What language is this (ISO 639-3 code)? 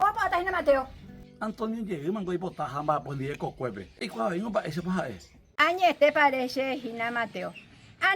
grn